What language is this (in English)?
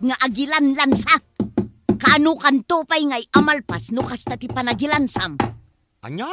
Iloko